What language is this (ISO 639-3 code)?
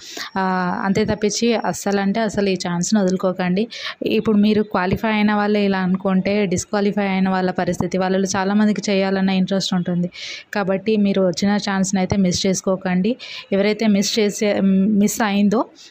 tel